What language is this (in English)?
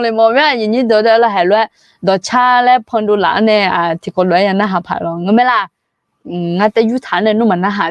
Akha